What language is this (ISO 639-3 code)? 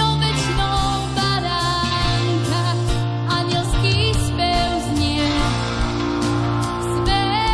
slk